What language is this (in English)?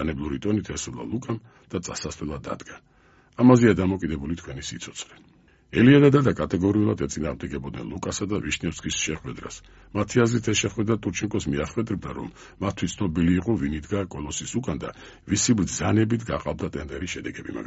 Georgian